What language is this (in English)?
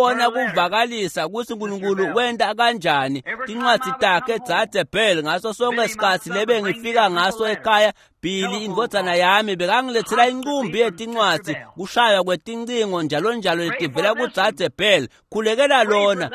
Swati